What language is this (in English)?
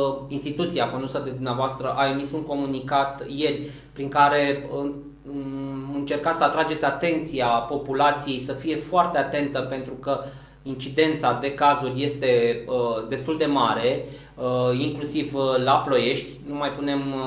Romanian